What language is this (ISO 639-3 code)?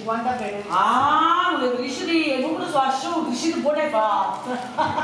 nap